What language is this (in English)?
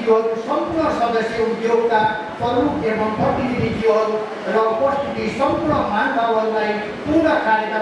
Nepali